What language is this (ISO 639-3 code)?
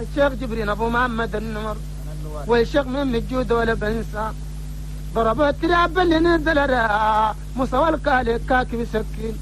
shu